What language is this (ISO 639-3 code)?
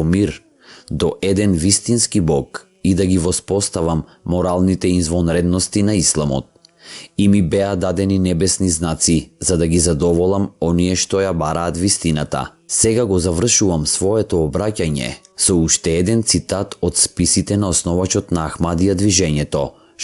mkd